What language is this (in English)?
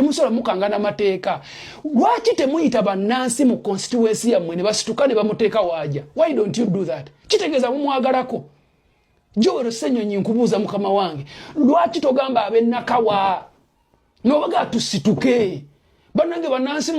Ganda